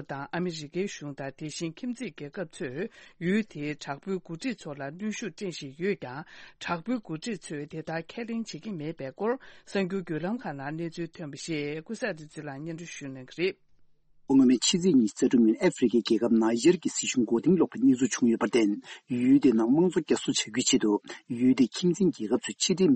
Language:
Tibetan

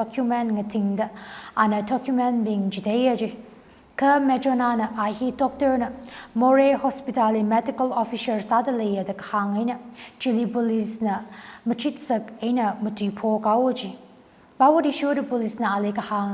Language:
Tangkhul Naga (India)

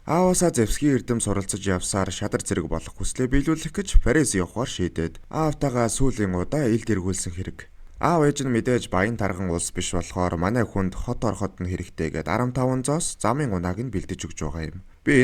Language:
Mongolian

